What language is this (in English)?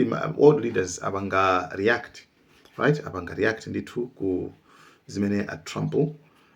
Nyanja